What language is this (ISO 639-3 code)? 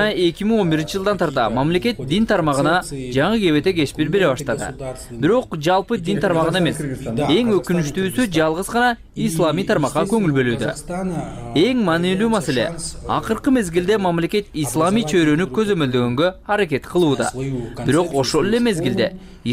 kir